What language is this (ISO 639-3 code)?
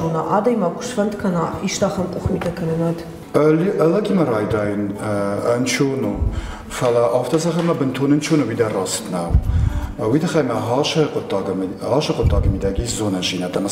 oss